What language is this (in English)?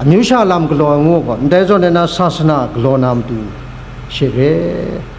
Kachin